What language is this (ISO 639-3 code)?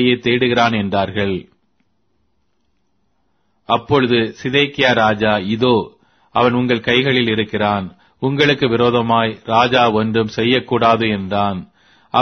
tam